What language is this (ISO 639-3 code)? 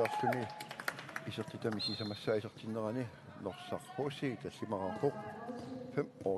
kal